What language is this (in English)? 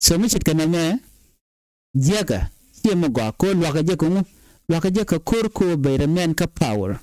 Nuer